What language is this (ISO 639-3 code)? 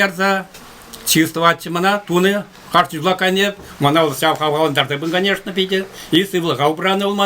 chv